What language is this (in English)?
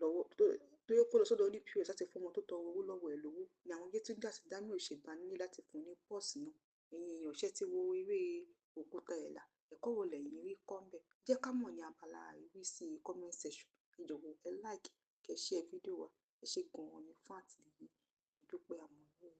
Yoruba